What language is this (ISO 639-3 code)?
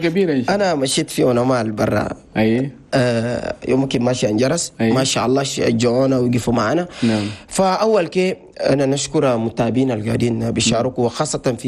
shu